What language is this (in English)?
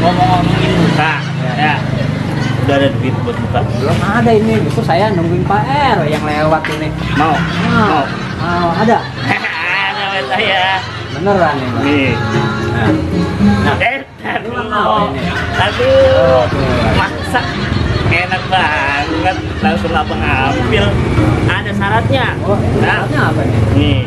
Betawi